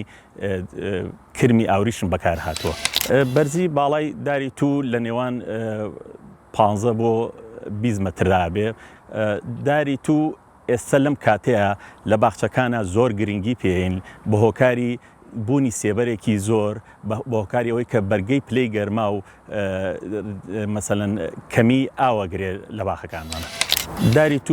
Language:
Central Kurdish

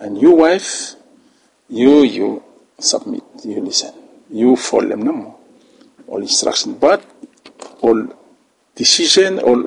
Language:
Bislama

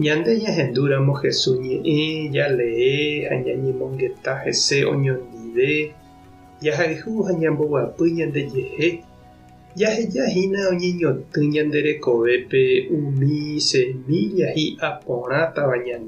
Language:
Guarani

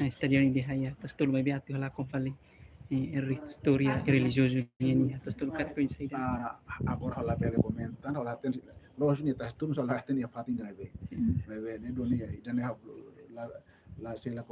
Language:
Tetum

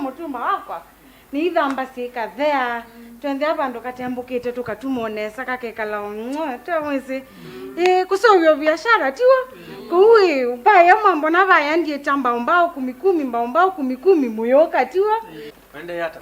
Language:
Kamba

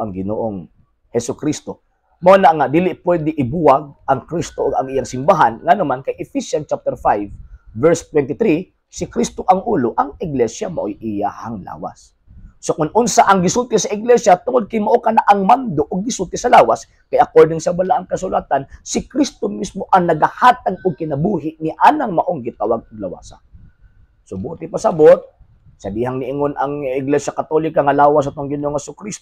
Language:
Cebuano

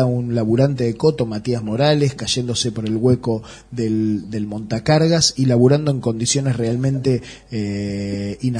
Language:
Spanish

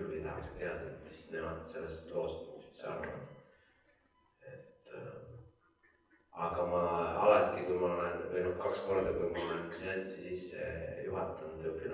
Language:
Estonian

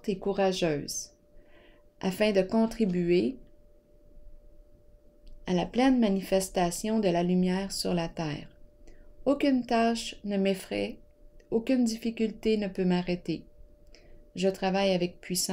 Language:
French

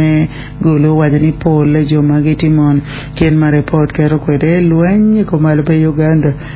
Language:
Acoli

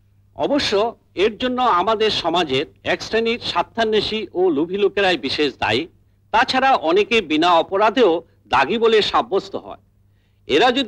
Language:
Bangla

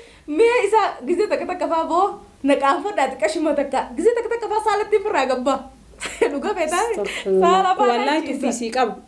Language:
Oromo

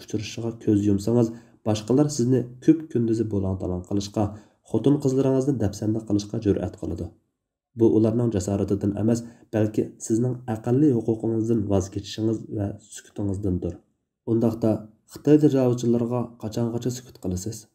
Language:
Uyghur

